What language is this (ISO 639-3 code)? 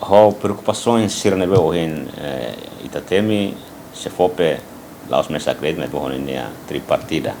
tet